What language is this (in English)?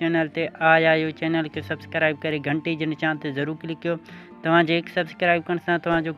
Sindhi